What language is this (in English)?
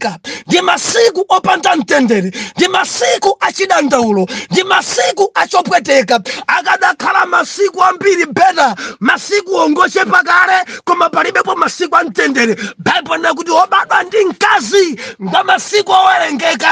Nyanja